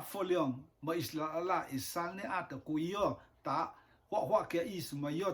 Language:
Rotuman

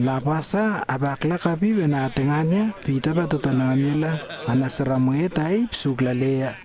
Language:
Lewo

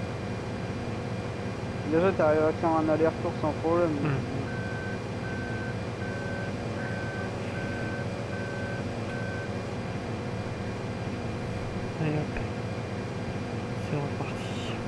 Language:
French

